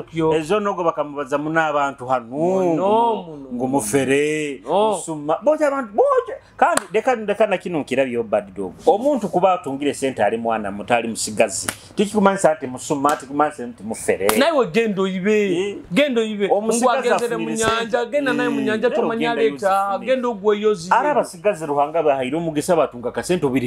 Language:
Nyoro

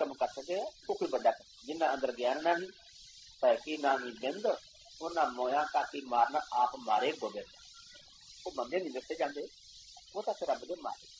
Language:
Punjabi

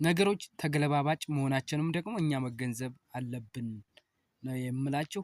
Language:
Amharic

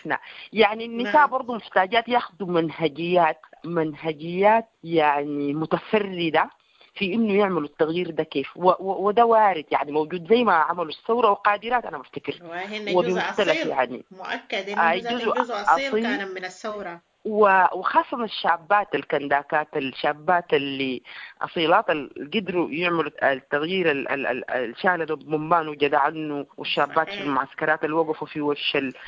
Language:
Sudanese Arabic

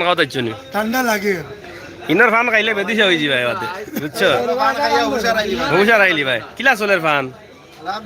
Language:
Sylheti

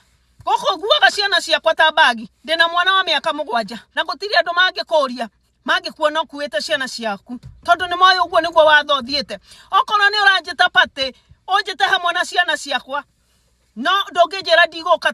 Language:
Kikuyu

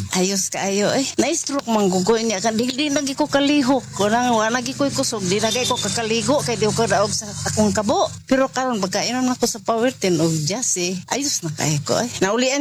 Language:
Cebuano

